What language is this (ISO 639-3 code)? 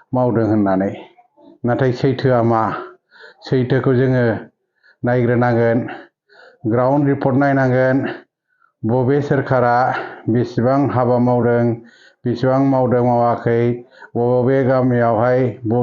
brx